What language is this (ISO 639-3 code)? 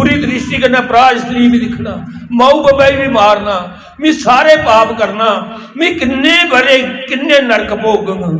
doi